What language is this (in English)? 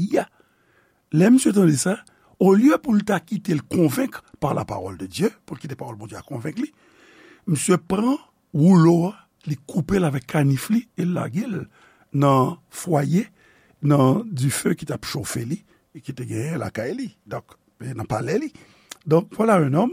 Haitian Creole